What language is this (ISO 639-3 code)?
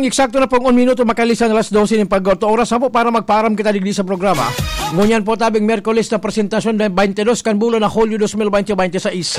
bik